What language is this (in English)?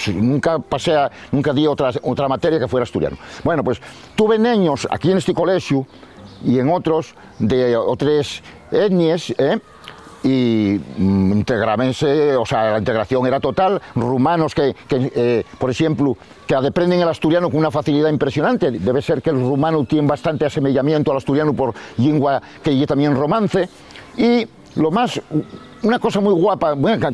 Asturian